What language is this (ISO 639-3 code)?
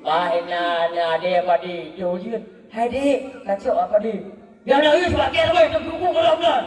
ace